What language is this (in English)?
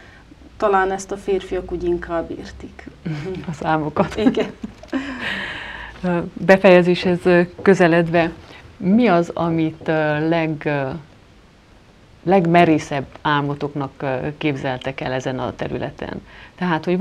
Hungarian